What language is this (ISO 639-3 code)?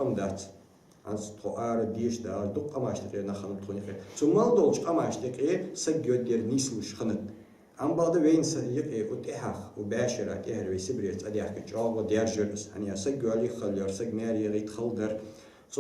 inh